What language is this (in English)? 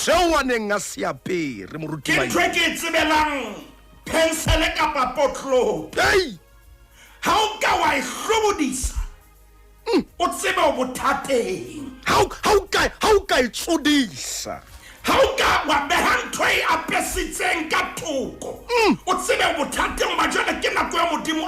Southern Sotho